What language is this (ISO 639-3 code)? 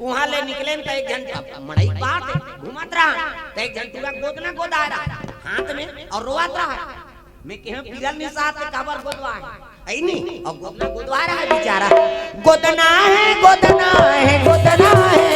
hne